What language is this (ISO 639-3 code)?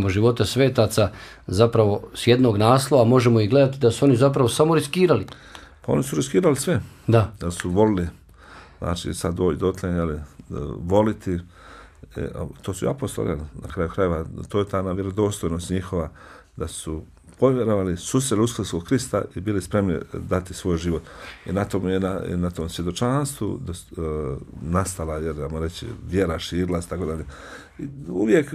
bos